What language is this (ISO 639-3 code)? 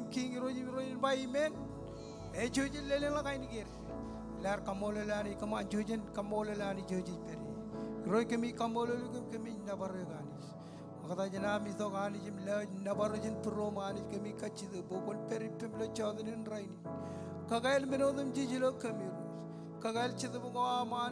mah